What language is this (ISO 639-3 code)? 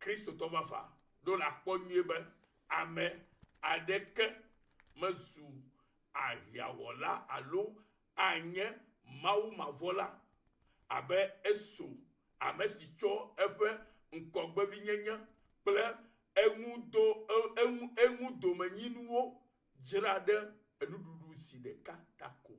ewe